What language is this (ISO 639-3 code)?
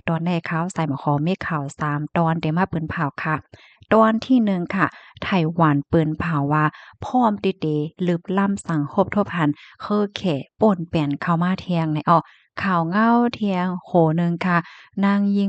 shn